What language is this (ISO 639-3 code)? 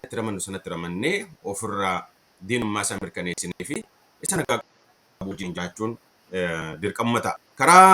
orm